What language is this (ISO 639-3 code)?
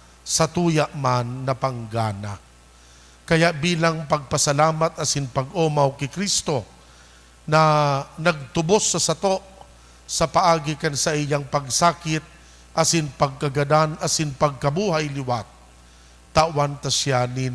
bik